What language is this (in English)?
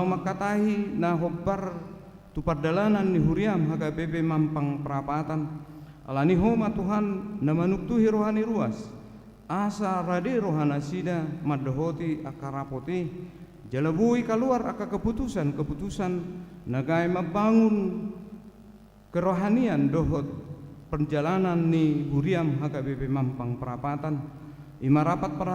Batak Toba